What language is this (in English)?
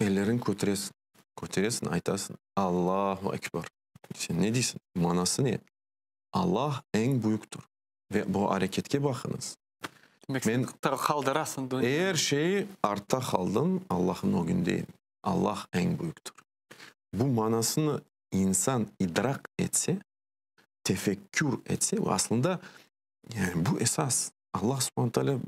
Crimean Tatar